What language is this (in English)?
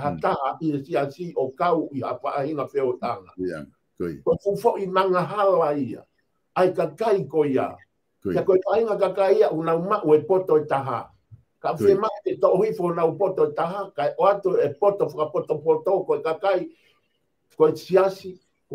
Tongan